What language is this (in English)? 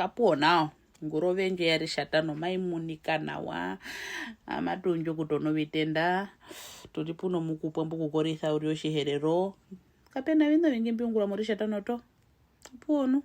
Herero